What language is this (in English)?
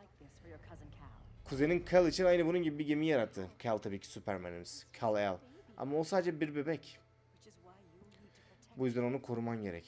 Turkish